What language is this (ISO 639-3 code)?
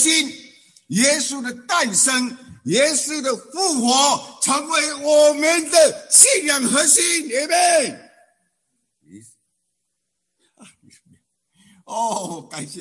zho